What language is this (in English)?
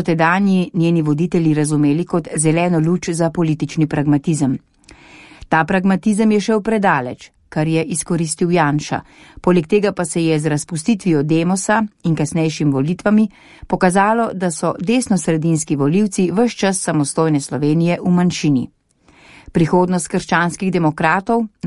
Slovenian